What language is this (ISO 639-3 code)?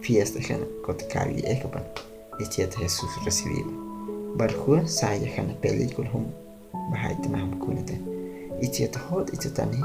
guh